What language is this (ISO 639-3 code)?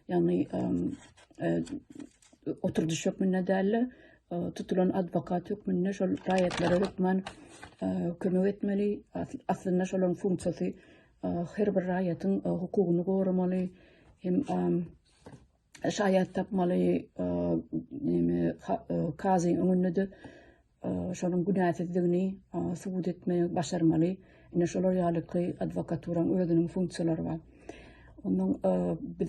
tuk